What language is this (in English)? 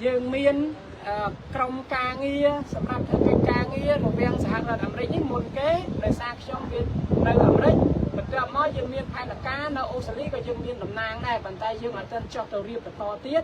Khmer